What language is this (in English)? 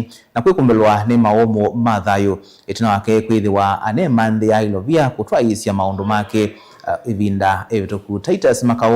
Kamba